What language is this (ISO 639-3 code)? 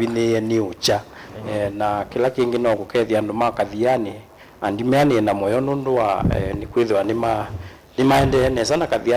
kam